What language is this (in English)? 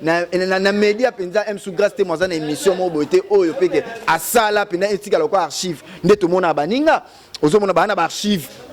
Lingala